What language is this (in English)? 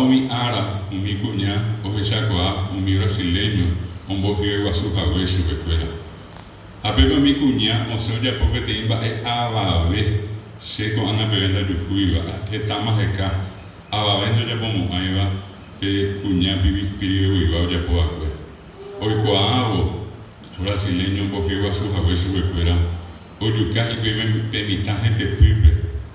Guarani